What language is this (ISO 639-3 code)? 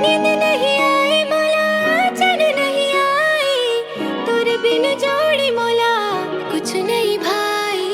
hne